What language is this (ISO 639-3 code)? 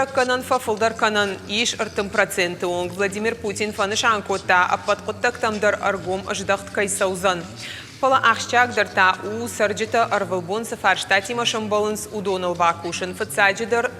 oss